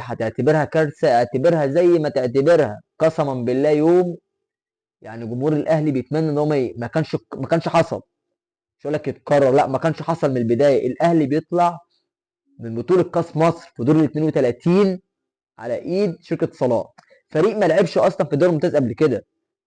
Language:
Egyptian Arabic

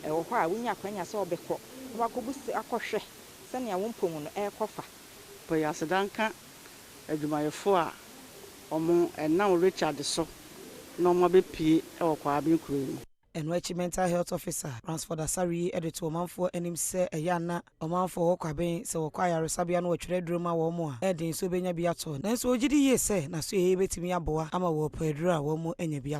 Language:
Akan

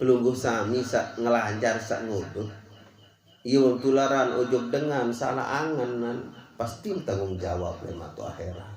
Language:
Sasak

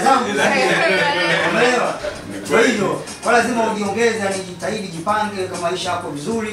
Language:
Swahili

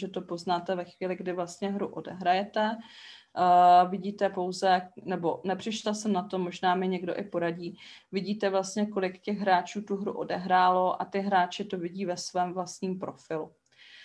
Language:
Czech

